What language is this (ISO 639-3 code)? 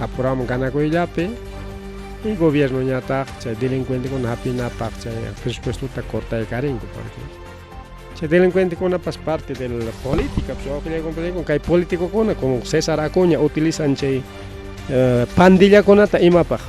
quy